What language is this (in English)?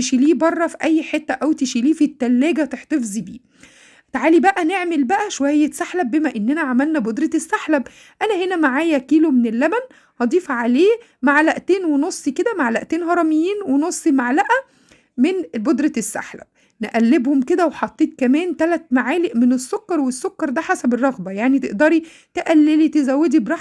Egyptian Arabic